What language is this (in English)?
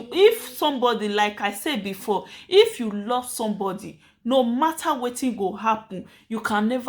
Nigerian Pidgin